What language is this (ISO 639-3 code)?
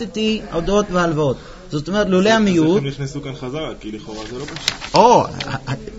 heb